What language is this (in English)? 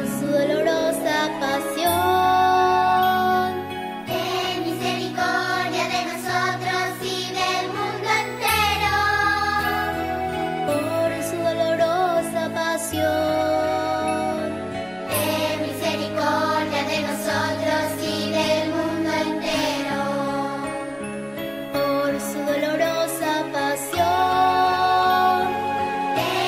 Spanish